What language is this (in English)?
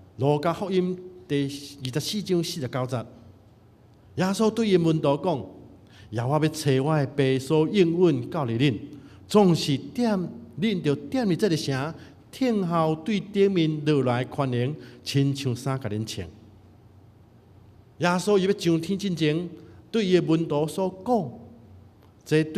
Min Nan Chinese